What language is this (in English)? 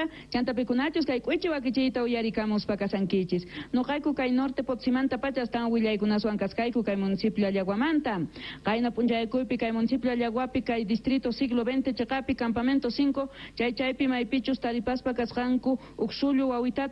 Quechua